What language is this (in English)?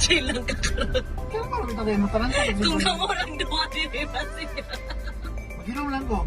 Cebuano